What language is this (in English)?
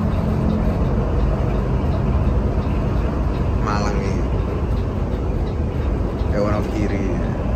Indonesian